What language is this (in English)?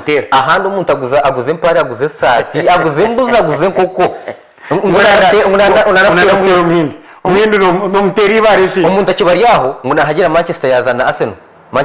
Nyankole